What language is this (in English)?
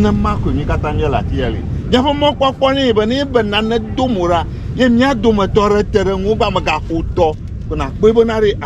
Ewe